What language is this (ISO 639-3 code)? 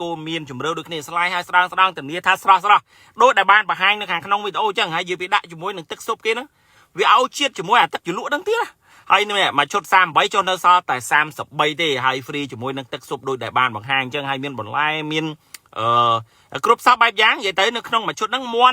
khm